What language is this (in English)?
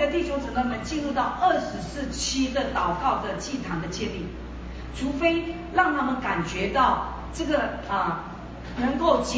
Chinese